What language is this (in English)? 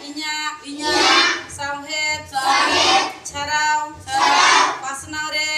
Santali